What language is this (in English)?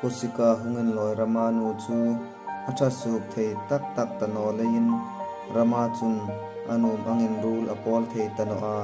Hmar